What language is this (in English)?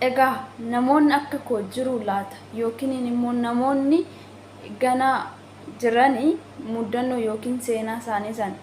Oromo